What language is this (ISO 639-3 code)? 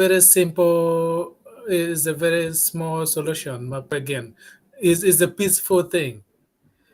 ach